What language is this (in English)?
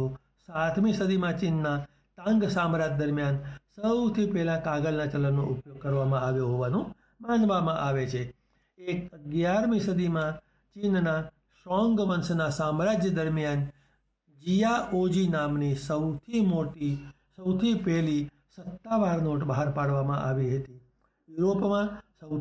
Gujarati